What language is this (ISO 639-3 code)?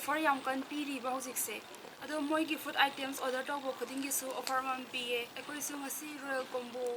mni